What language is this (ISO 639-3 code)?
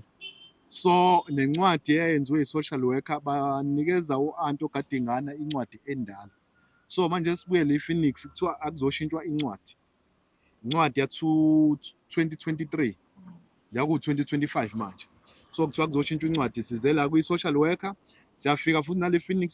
zul